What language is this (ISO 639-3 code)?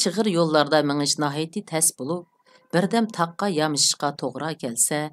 uig